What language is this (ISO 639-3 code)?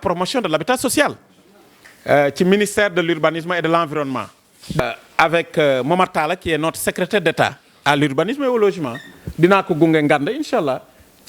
wol